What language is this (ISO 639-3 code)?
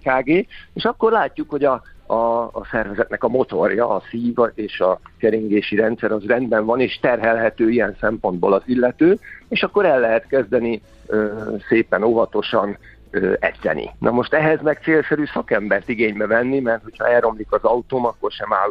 hun